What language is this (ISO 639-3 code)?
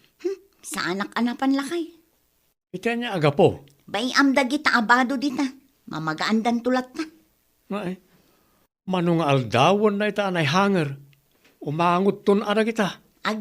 ilo